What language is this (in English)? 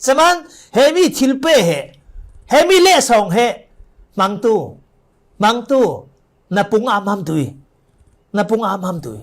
Falam Chin